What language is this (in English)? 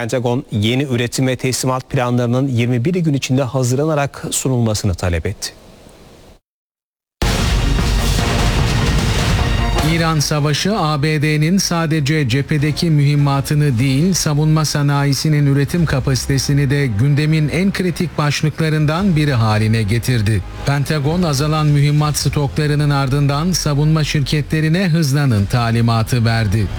Turkish